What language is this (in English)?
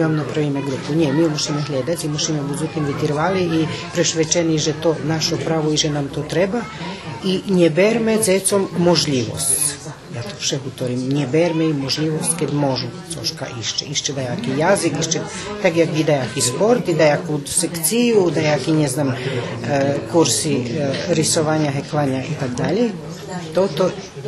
Rusyn